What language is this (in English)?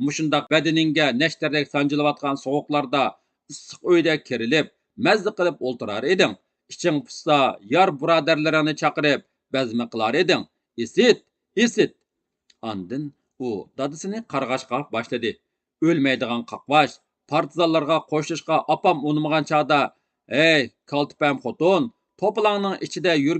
Uyghur